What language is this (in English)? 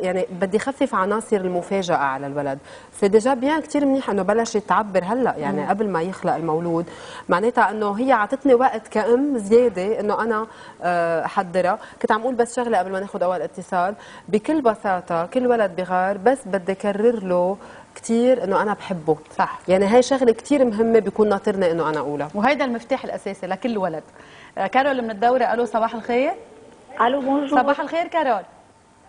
North Levantine Arabic